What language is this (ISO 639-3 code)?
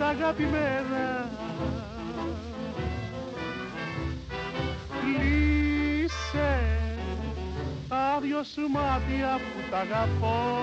ell